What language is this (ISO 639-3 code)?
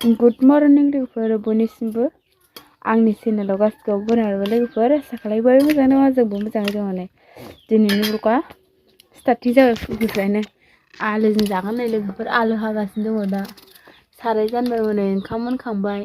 brx